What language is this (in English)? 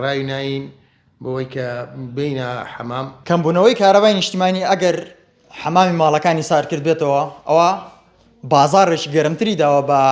Central Kurdish